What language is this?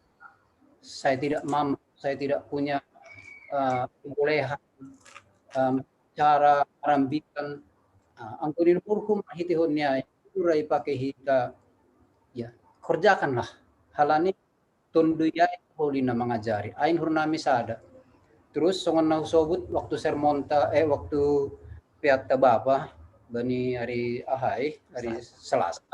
Batak Simalungun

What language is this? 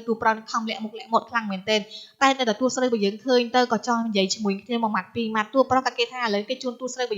Khmer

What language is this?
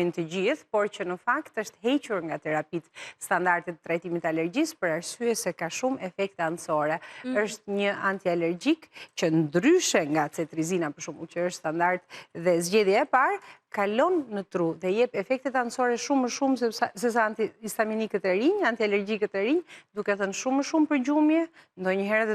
Albanian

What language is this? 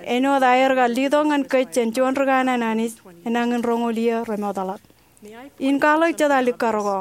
Marshallese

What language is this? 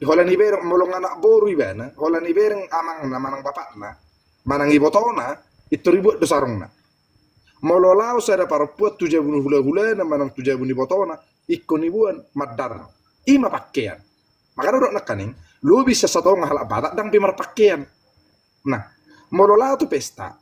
Batak Toba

